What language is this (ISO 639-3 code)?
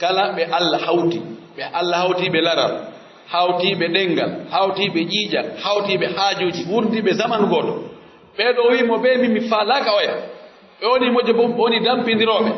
fuf